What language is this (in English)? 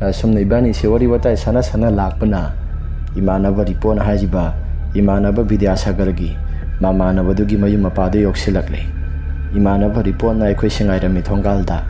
Manipuri